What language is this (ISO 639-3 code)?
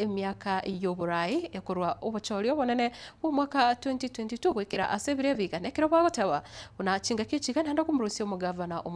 guz